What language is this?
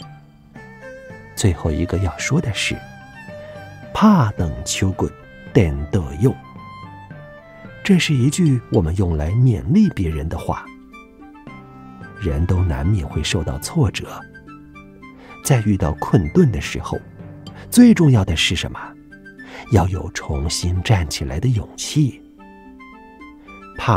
Chinese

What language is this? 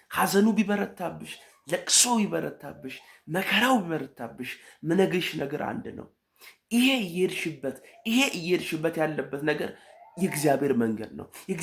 Amharic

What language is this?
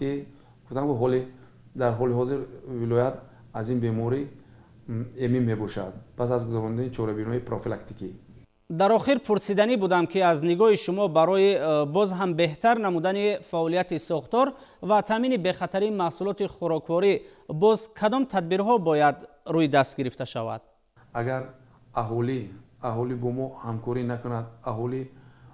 Tajik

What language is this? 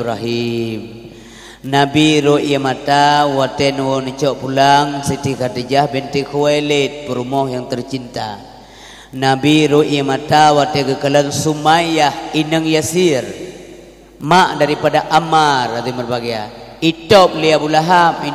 Achinese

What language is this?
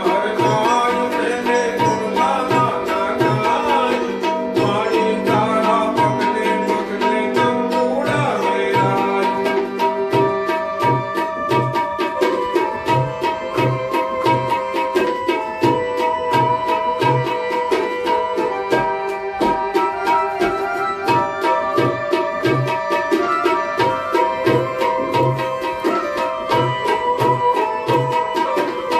Gujarati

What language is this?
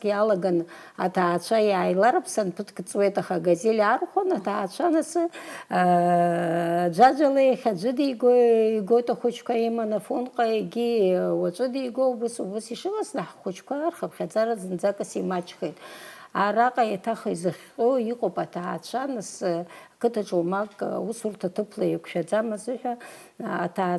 Abkhazian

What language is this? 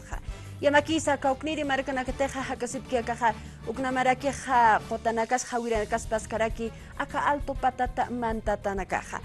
Aymara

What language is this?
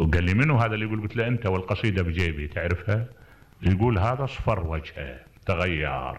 Mesopotamian Arabic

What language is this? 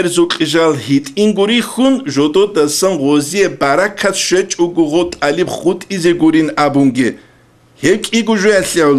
Avaric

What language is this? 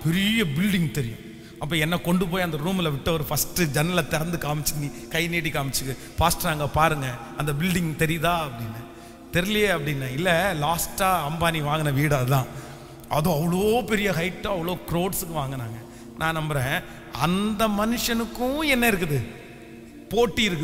Tamil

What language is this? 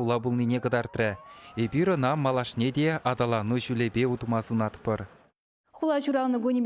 Chuvash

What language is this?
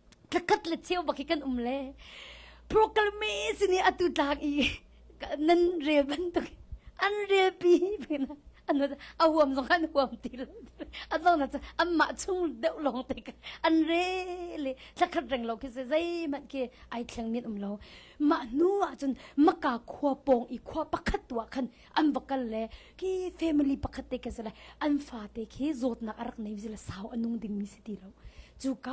Hakha Chin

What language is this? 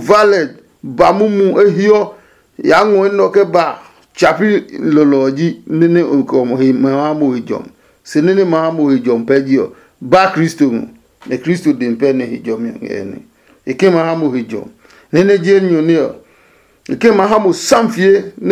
Adangme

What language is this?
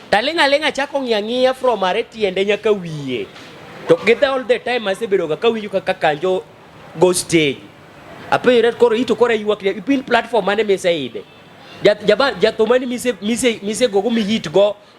Luo (Kenya and Tanzania)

